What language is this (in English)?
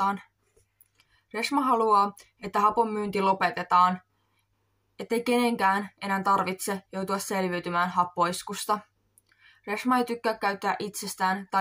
Finnish